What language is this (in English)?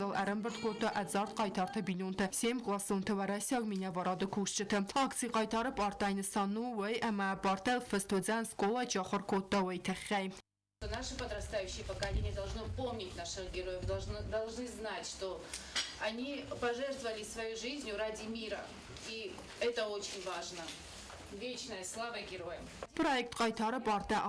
Ossetic